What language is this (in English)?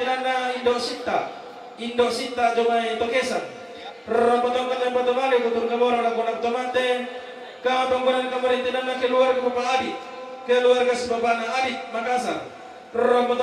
Toraja-Sa'dan